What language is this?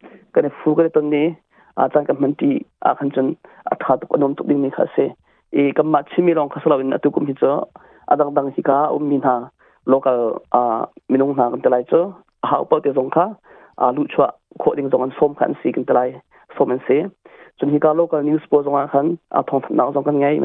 Hakha Chin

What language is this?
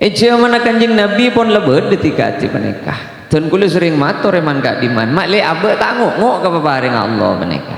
Madurese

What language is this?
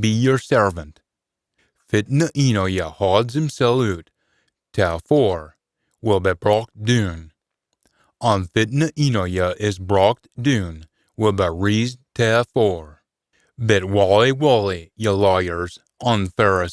Scots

